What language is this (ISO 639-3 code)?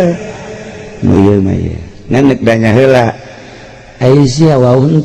sun